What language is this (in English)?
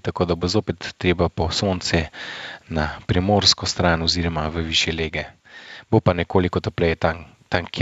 Slovenian